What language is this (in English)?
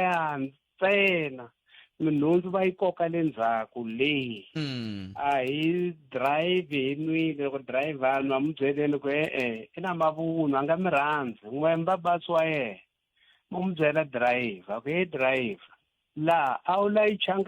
Tsonga